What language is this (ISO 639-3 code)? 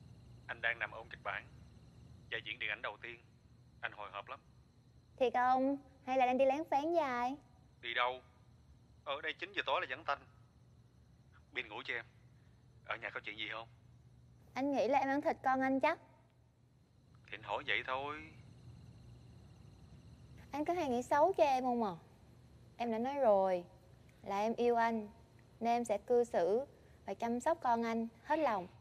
vie